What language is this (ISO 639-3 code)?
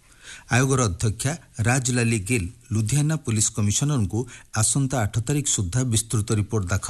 ori